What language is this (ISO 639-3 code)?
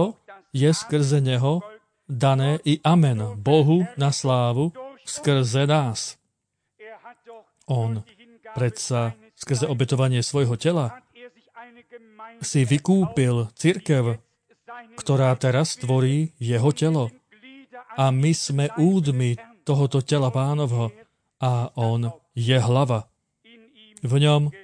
slk